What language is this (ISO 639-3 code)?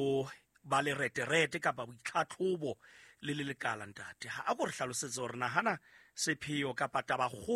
sot